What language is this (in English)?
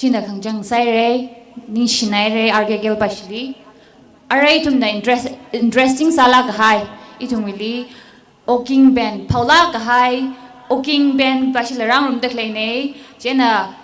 Tangkhul Naga (India)